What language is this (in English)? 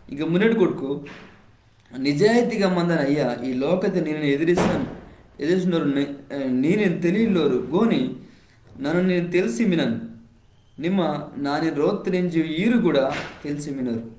Koya